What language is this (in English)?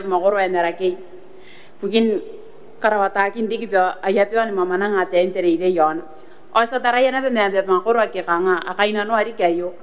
Gilbertese